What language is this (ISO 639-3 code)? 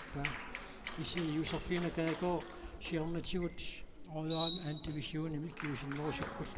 kal